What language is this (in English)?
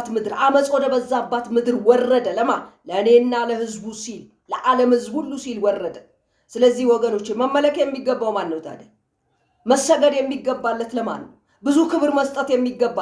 Amharic